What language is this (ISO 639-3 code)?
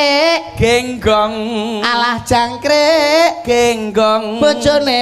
jav